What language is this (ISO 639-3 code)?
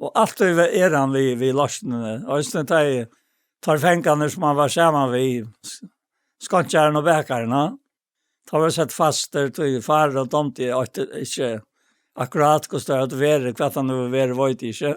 fao